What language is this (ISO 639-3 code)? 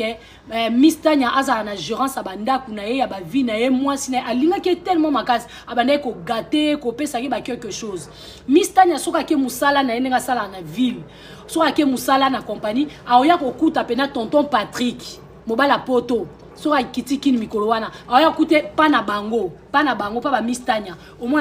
lin